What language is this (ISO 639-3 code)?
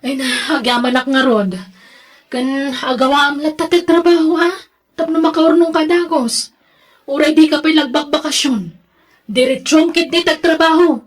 ilo